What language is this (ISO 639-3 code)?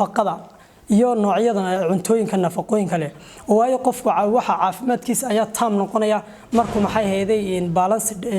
som